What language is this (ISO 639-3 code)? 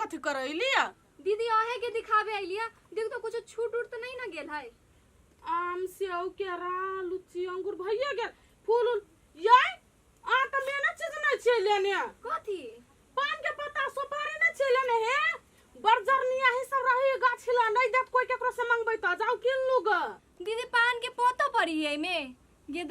mai